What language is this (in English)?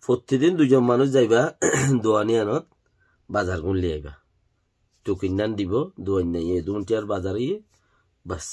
Rohingya